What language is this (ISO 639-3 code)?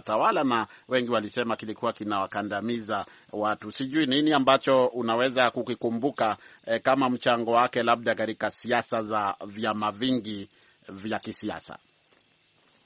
swa